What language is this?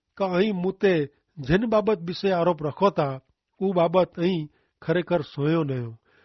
Kachhi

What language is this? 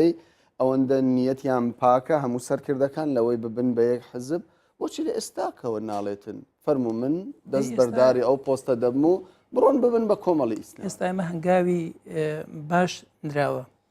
Central Kurdish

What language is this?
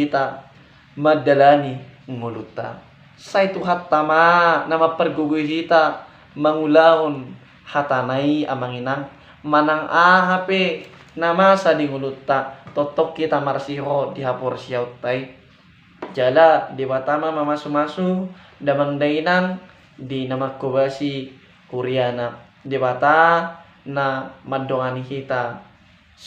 Batak Toba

